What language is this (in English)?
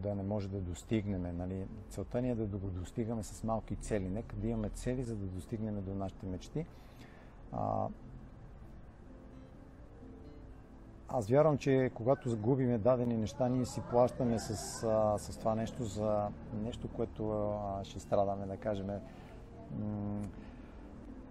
Bulgarian